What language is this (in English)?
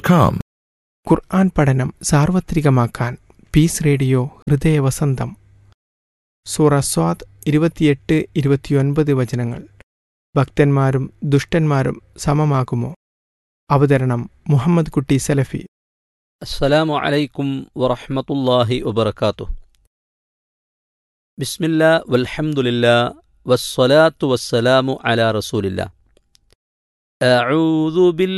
Malayalam